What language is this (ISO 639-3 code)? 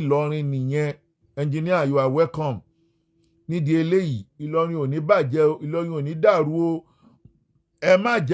yor